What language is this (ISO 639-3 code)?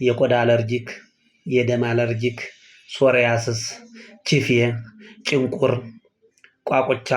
amh